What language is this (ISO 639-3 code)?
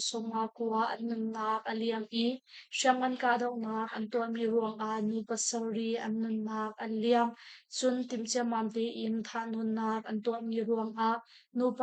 cnh